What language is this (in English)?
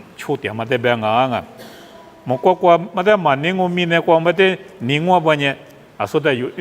Lisu